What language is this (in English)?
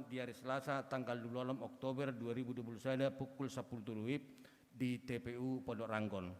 Batak Toba